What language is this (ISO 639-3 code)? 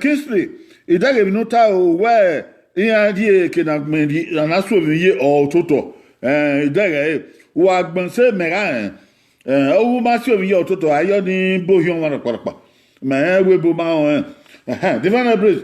bin